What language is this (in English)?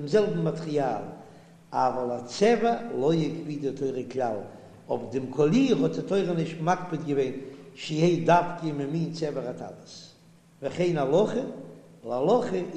Yiddish